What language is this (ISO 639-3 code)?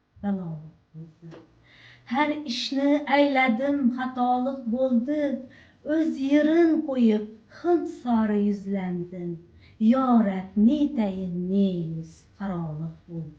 uzb